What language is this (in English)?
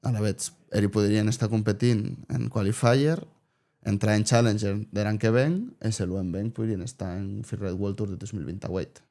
Occitan